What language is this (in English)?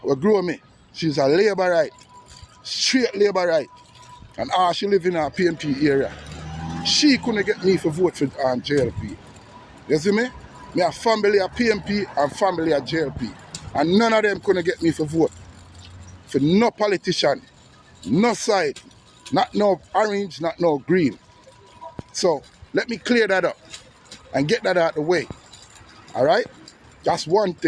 Jamaican Creole English